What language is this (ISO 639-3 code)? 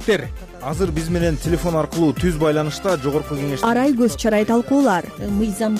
kir